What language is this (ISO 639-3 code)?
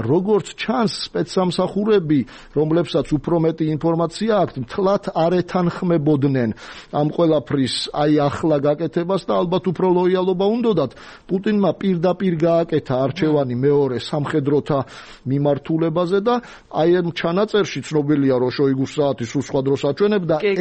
kat